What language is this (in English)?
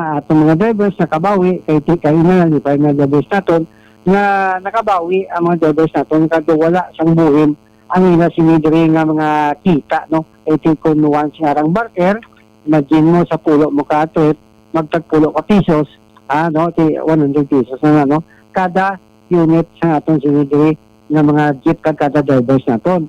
Hiligaynon